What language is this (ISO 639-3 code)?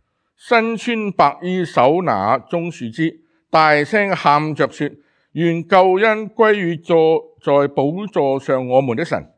yue